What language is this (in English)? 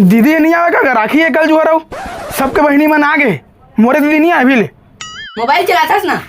Chhattisgarhi